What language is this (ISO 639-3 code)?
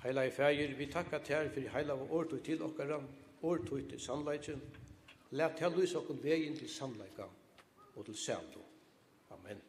fao